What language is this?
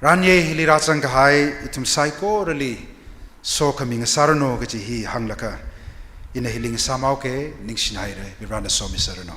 Tangkhul Naga (India)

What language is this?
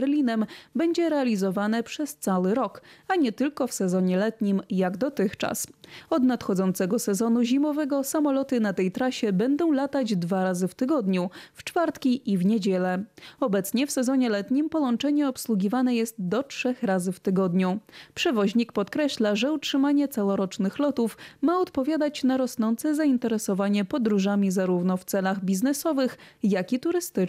Polish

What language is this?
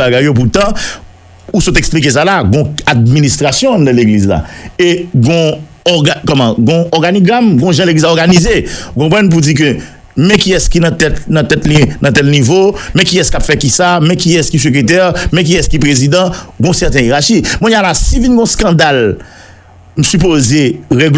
Haitian Creole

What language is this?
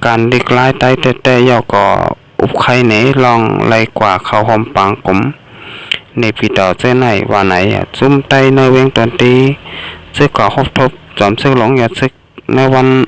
Shan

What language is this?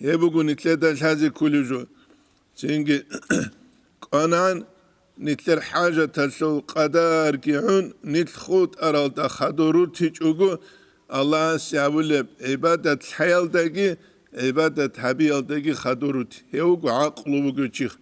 Avaric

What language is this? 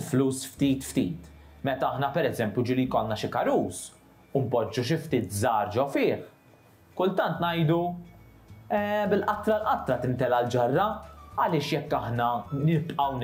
Maltese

